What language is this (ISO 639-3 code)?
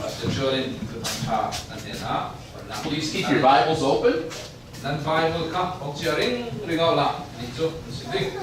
cfm